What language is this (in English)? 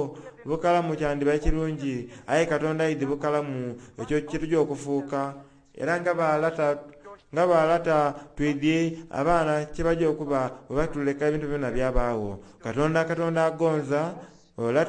Soga